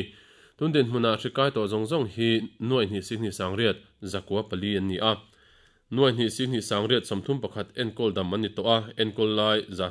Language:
Mizo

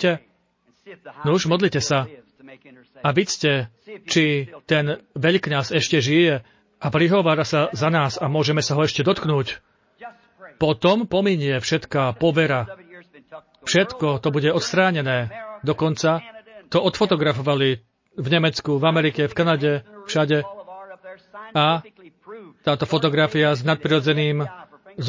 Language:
Slovak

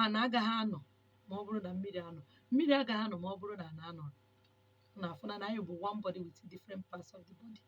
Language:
Igbo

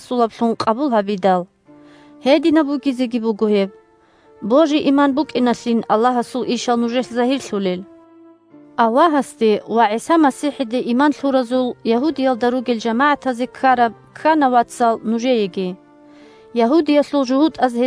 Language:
Avaric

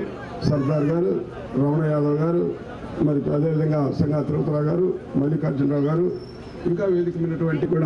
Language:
Telugu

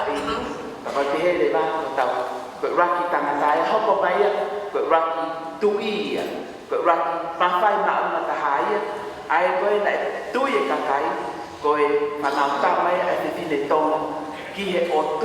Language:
Tongan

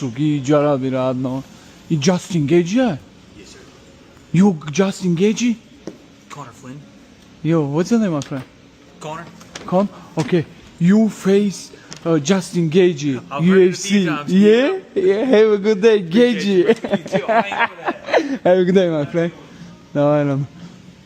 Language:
Tajik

